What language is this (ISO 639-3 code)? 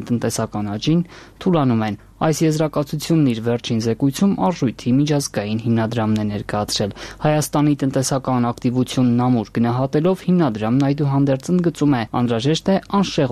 hye